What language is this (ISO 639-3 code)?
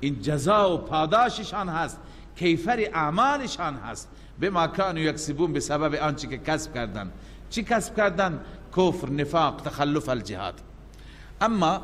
fas